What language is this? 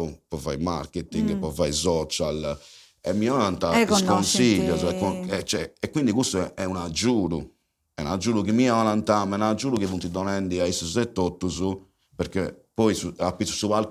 Sardinian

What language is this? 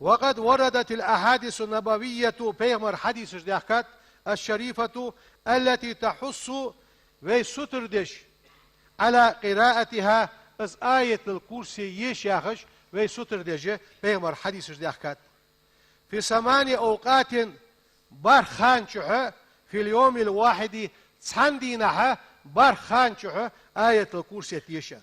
Ingush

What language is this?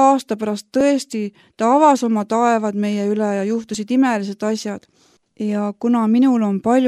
Estonian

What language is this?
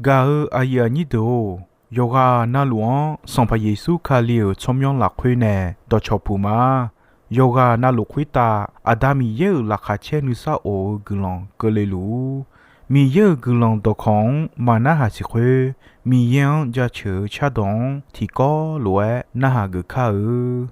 Akha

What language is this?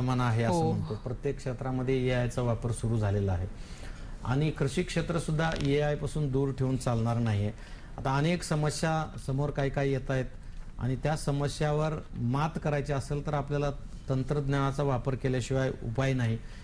Marathi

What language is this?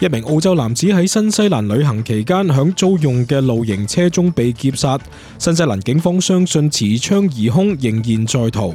Cantonese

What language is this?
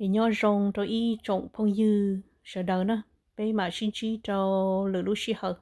Hmong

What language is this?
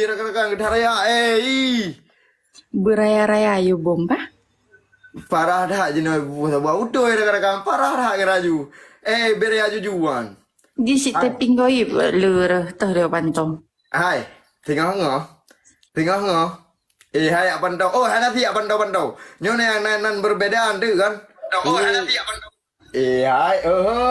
Achinese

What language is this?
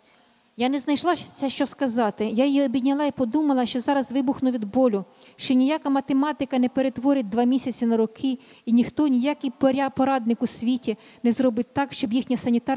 Ukrainian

